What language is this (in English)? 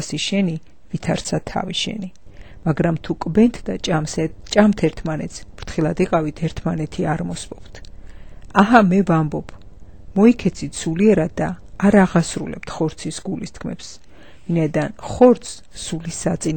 Georgian